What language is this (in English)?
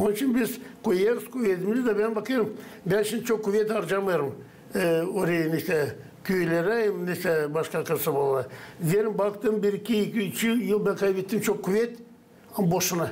Gagauz